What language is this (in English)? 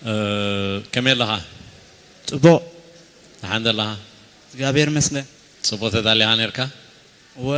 Tigrinya